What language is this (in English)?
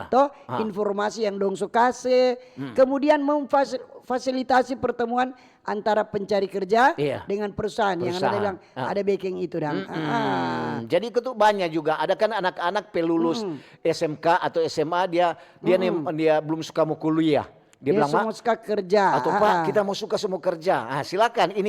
Manado Malay